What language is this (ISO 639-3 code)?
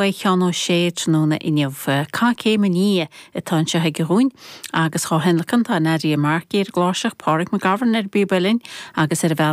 gle